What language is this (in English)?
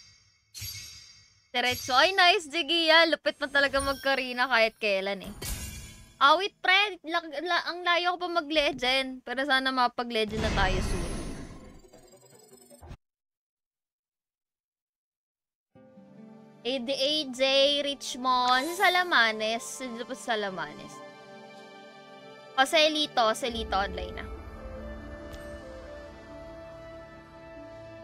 Filipino